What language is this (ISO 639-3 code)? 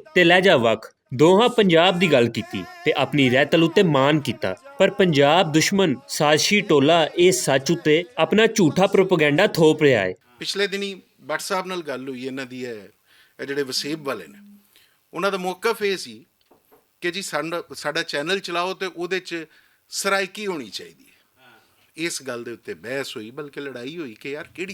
lah